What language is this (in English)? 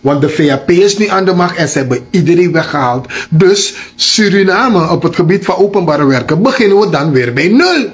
Sranan Tongo